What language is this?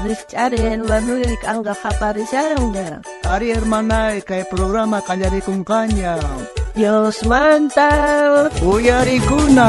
South Bolivian Quechua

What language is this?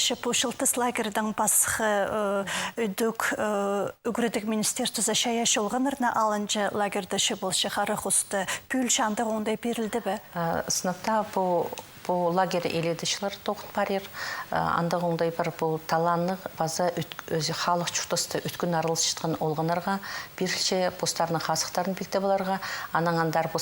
Khakas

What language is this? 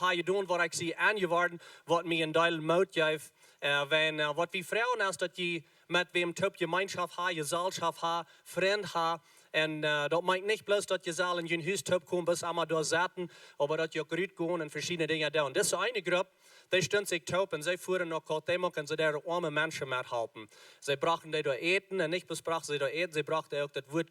Plautdietsch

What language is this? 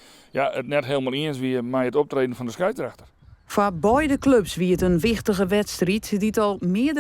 Western Frisian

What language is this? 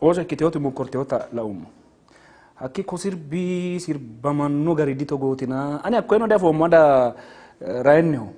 Sidamo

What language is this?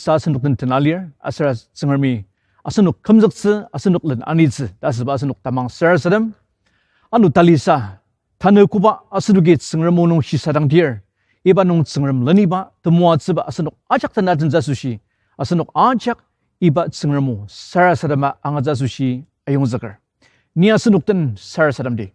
Ao Naga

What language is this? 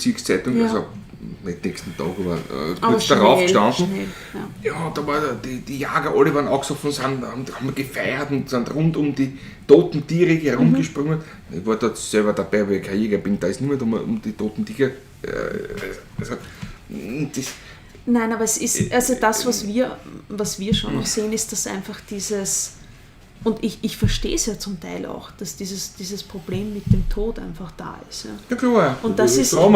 Bavarian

